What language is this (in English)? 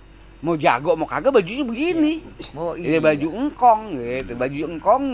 Betawi